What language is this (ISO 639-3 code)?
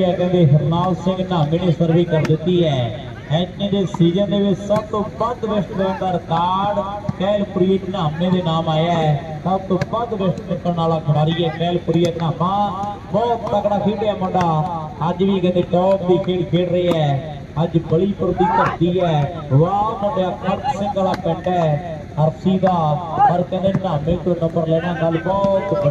pan